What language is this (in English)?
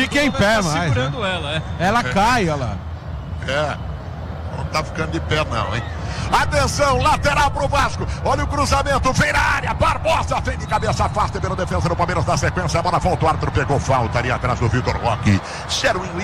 Portuguese